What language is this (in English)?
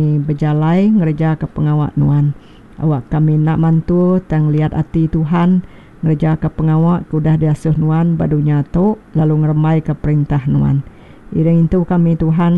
Iban